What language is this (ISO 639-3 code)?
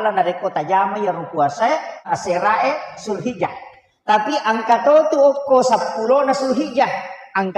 bug